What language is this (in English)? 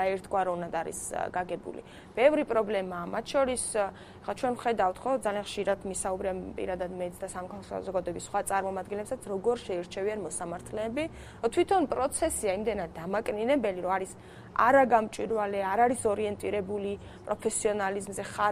Georgian